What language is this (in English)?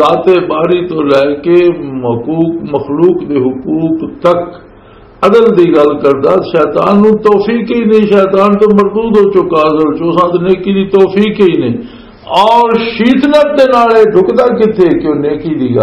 Western Panjabi